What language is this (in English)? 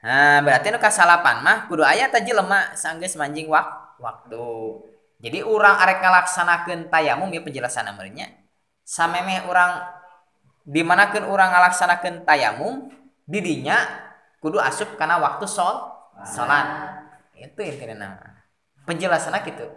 Sundanese